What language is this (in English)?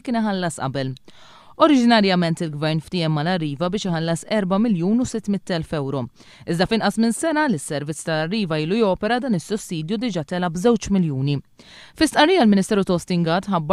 Maltese